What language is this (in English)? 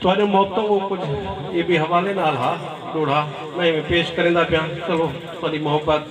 Saraiki